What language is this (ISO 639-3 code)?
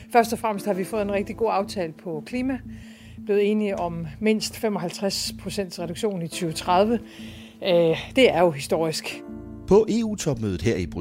dan